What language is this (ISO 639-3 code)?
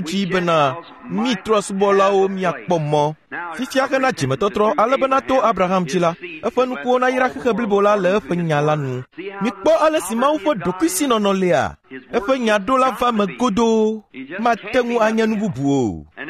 ewe